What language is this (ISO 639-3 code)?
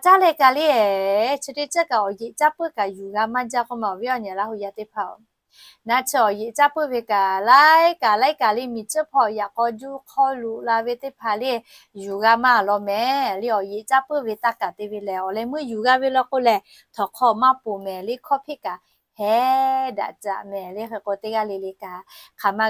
lhu